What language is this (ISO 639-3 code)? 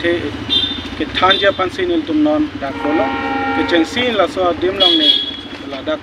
mjw